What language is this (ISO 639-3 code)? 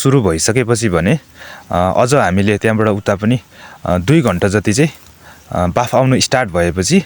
nep